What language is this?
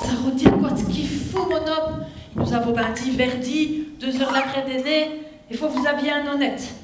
Picard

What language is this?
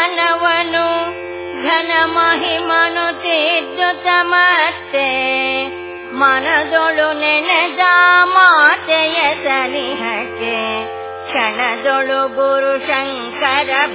Kannada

